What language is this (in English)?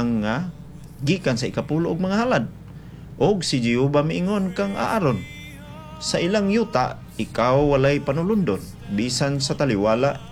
Cebuano